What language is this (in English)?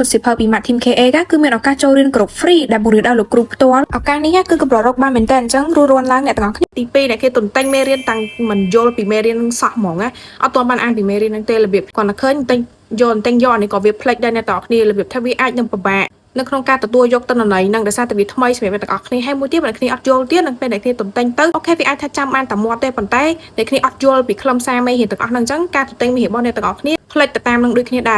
Khmer